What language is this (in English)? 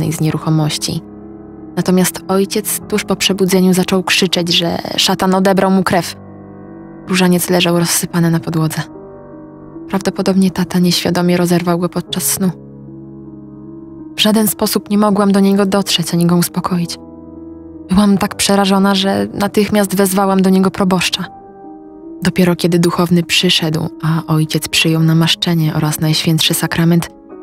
Polish